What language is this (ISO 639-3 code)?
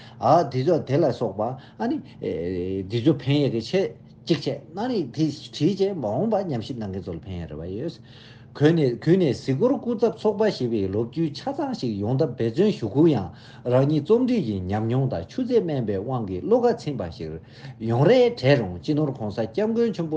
bod